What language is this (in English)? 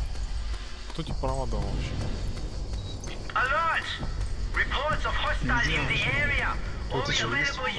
Russian